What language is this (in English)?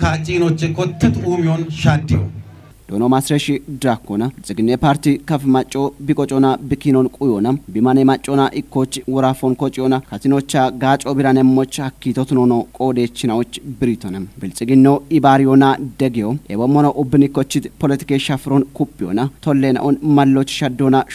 Kafa